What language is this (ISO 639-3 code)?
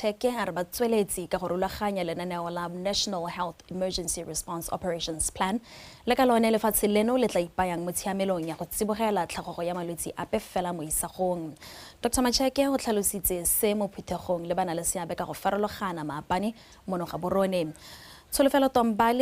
tsn